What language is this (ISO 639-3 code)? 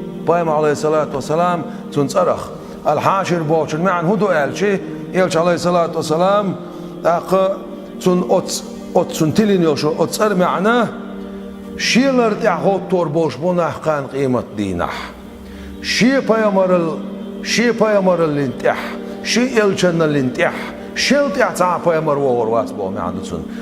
che